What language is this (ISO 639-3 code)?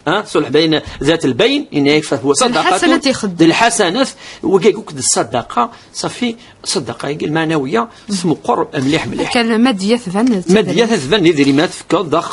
kab